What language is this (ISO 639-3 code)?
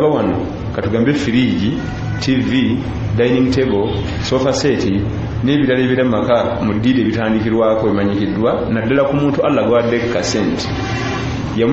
lug